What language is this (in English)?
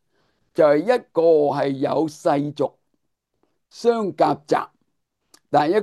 Cantonese